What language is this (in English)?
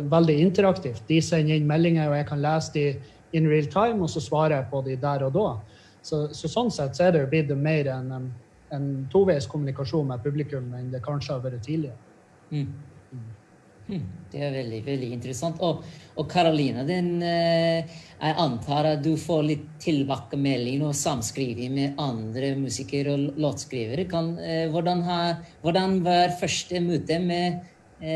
Norwegian